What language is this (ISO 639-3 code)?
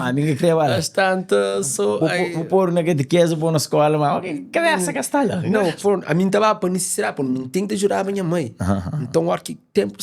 kea